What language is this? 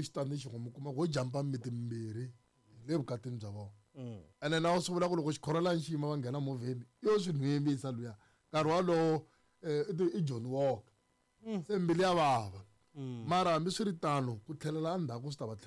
Tsonga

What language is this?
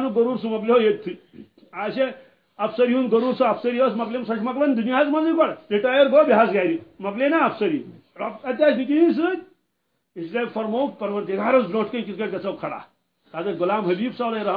Kashmiri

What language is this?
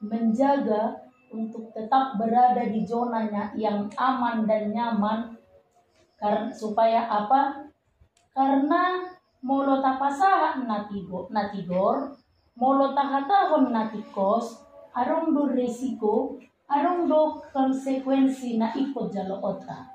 Batak Toba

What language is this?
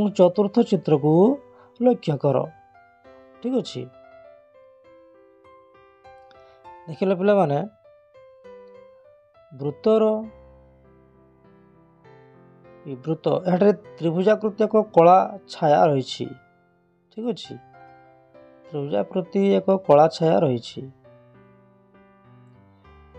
Odia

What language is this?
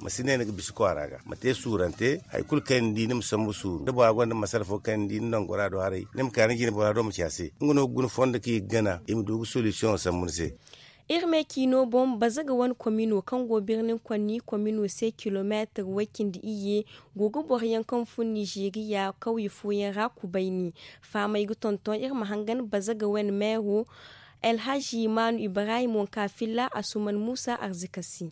Zarma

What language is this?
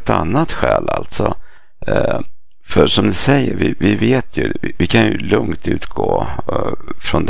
Swedish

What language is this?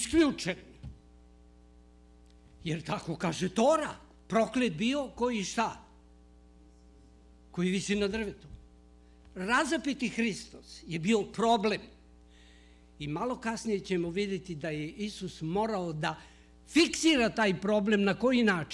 Serbian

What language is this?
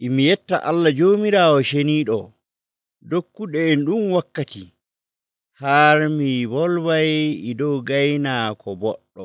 Nigerian Fulfulde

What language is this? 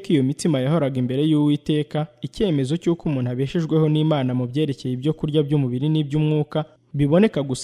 Kinyarwanda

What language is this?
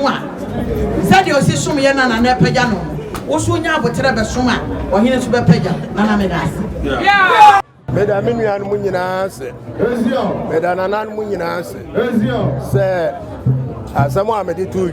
Akan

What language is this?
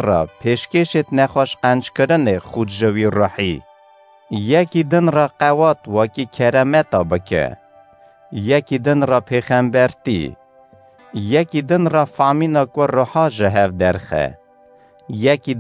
Kurdish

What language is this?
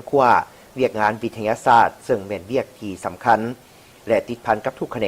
Lao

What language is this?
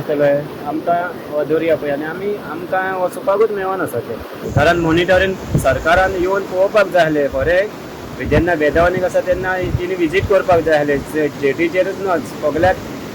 Konkani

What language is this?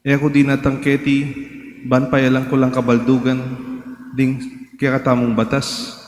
Pampanga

